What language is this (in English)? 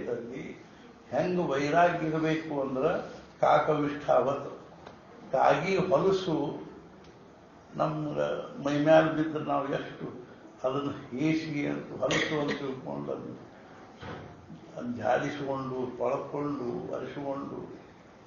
Kannada